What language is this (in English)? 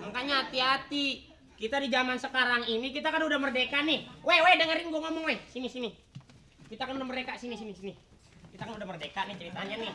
Betawi